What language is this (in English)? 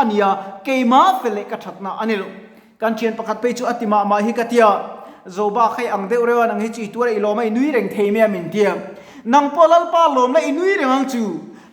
Mizo